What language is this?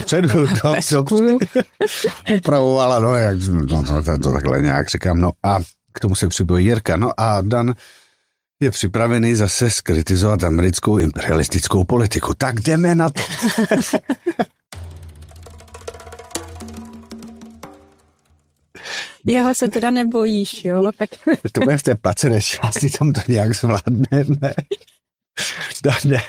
Czech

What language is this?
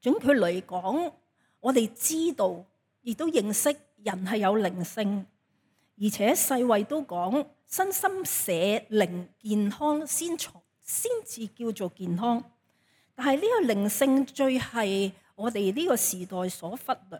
Cantonese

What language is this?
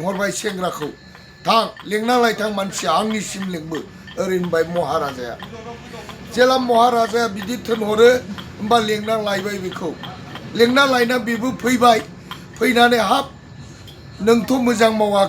Bodo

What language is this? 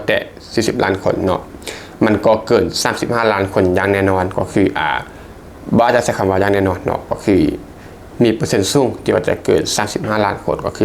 Lao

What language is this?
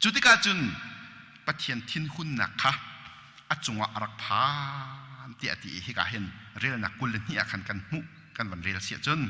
Hakha Chin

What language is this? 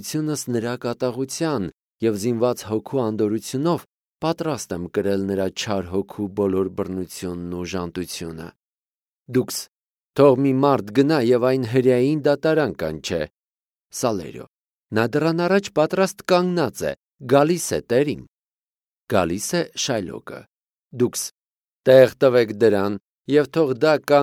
Armenian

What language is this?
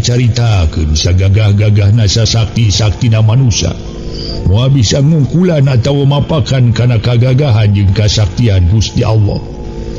Sundanese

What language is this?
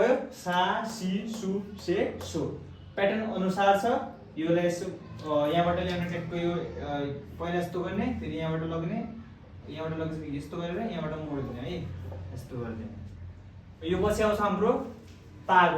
Nepali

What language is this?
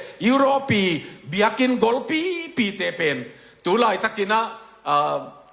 Tedim Chin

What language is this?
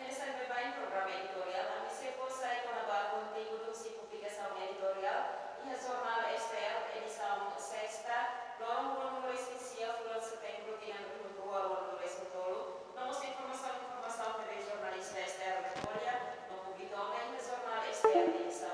Tetum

